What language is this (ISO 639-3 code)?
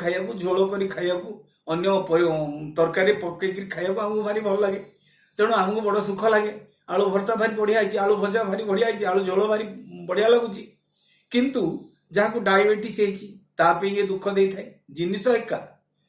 ori